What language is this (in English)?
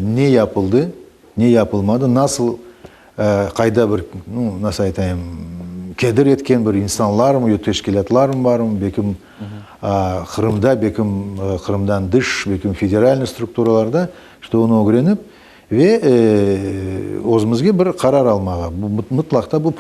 Crimean Tatar